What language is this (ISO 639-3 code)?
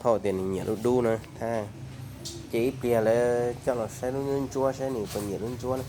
hmn